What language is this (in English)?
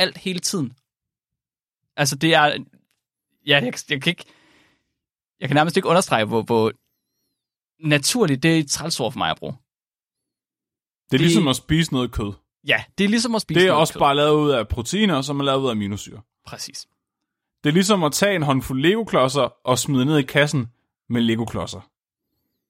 Danish